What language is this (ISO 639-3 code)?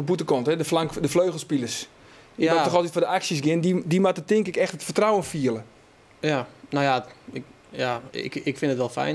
fry